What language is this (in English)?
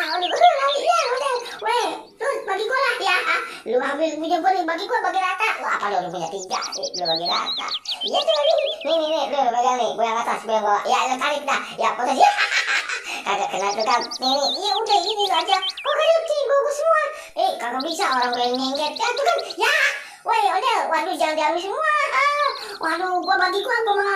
Betawi